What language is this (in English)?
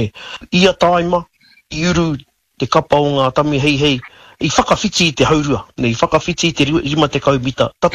Māori